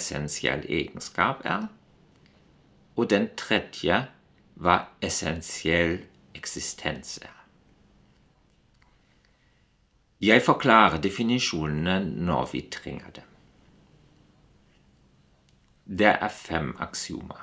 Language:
Norwegian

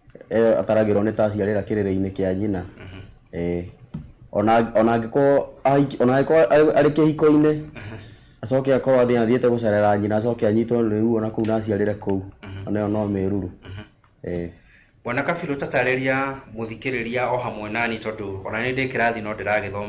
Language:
Kikuyu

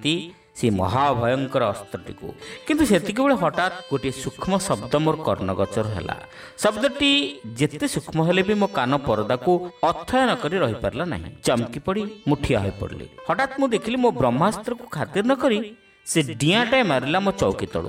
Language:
Odia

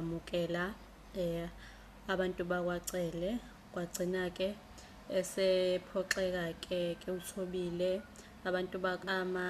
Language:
Zulu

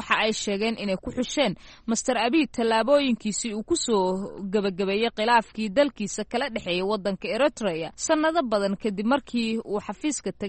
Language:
Somali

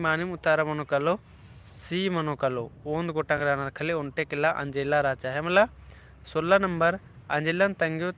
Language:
Kurukh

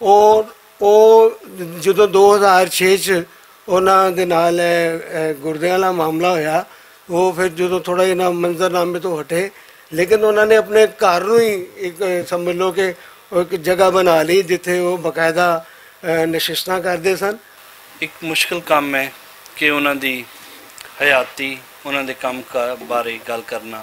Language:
Western Panjabi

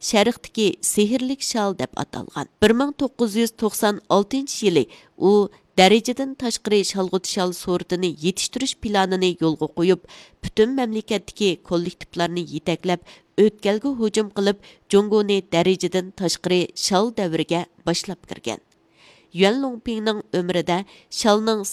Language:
Uyghur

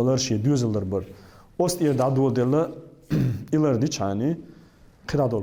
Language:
Chechen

